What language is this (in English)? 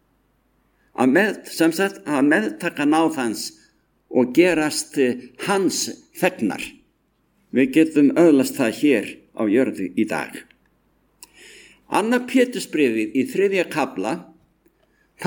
Icelandic